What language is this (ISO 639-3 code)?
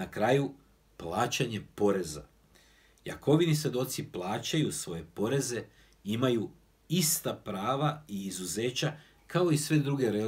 srp